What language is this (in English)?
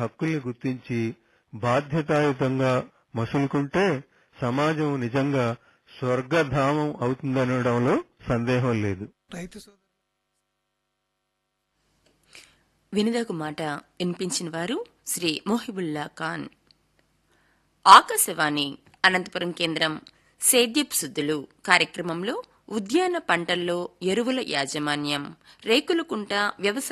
Telugu